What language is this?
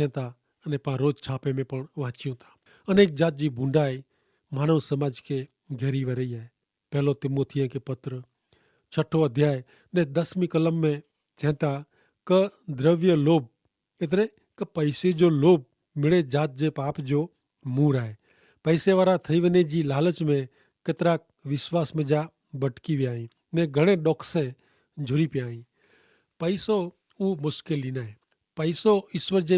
Kachhi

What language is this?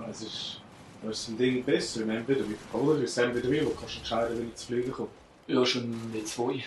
Swiss German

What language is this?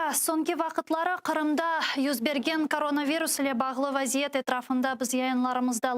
Crimean Tatar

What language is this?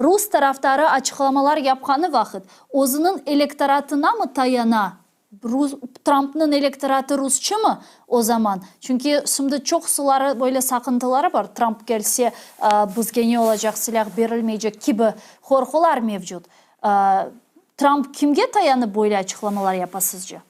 Crimean Tatar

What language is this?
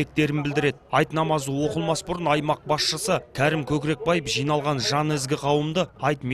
Kazakh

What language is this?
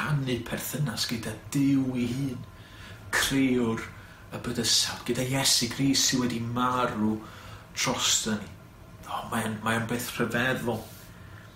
Welsh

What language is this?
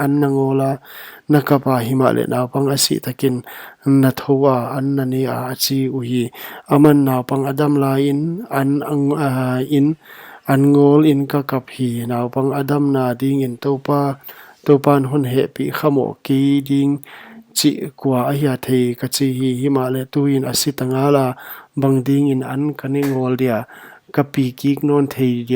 Paite Chin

